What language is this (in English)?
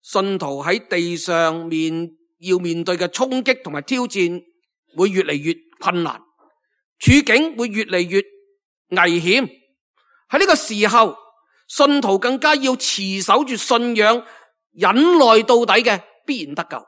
Cantonese